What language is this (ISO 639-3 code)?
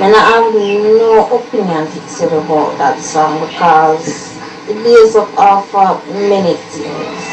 jam